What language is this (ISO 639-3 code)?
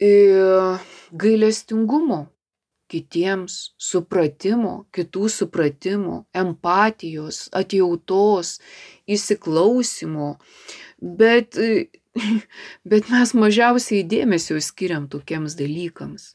lit